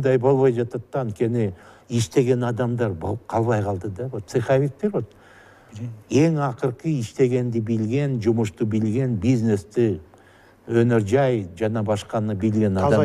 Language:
Kyrgyz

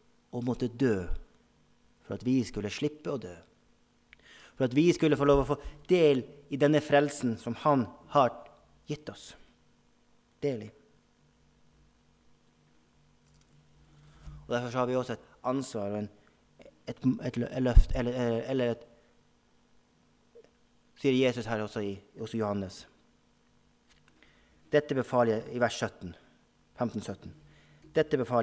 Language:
Norwegian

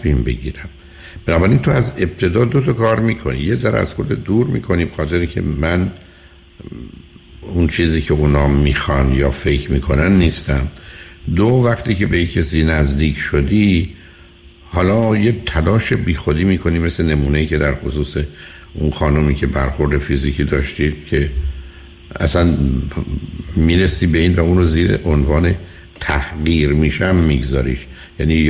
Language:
Persian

